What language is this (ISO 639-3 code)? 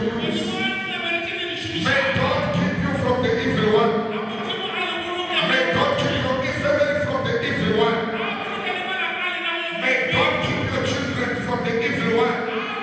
tso